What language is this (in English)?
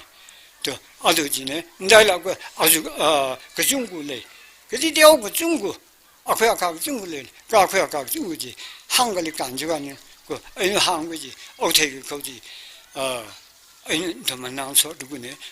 Tangkhul Naga (India)